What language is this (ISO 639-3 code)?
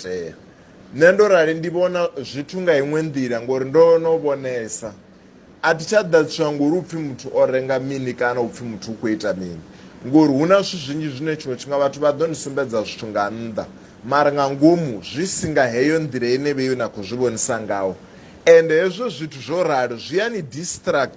ven